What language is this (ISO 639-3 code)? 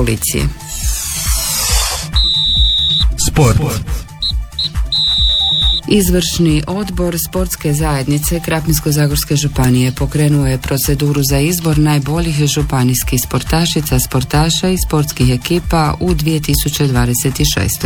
hrv